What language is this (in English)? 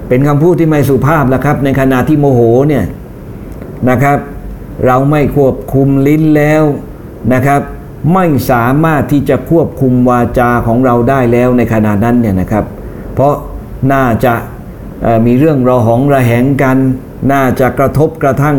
Thai